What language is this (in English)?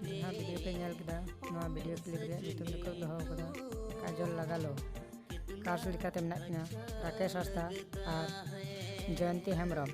Santali